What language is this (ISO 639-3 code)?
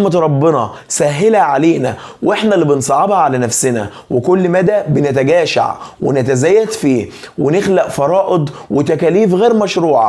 arz